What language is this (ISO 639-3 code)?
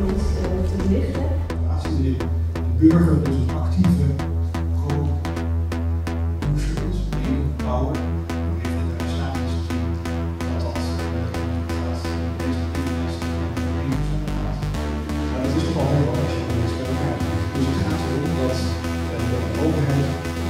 nld